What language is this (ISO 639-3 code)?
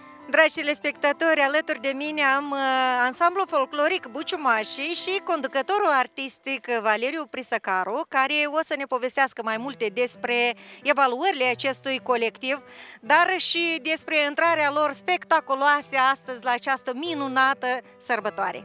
ron